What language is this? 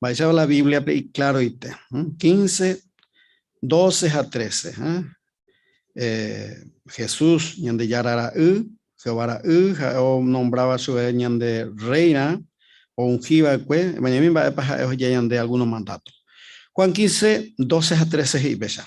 Guarani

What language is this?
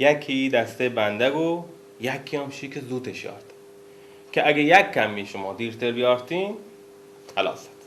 Baluchi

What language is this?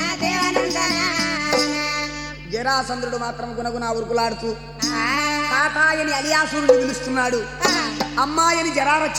Telugu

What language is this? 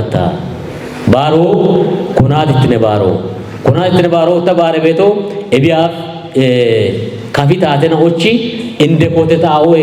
Kafa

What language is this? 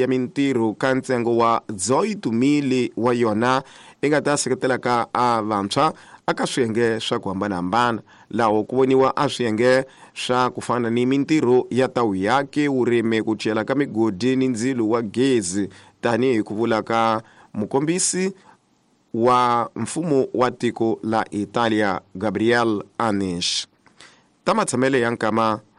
Tsonga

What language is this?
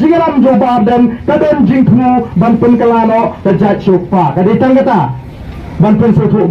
Khasi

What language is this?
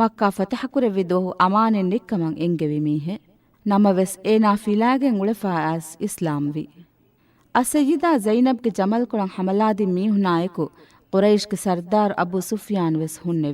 Divehi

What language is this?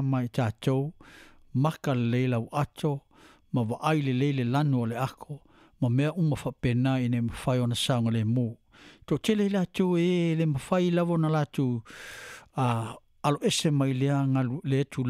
Samoan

